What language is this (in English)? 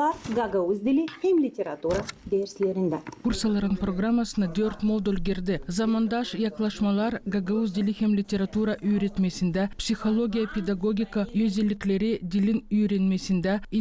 Gagauz